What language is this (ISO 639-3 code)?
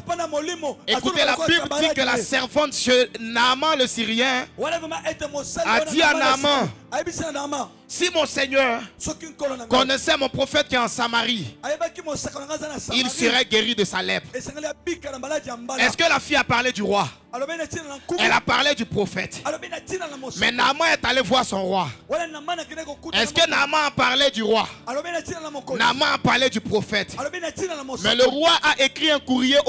fra